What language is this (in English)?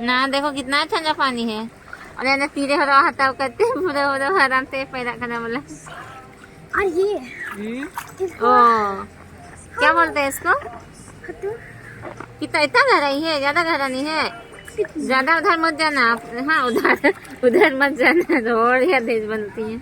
Santali